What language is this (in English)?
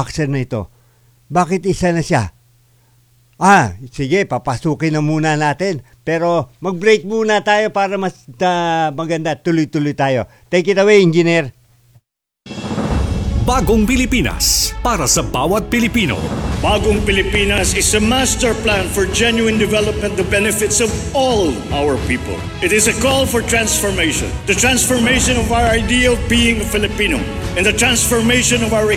Filipino